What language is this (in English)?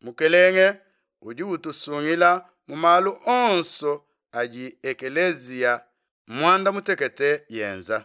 Luba-Lulua